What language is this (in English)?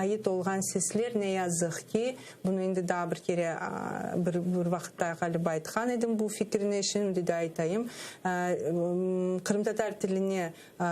Crimean Tatar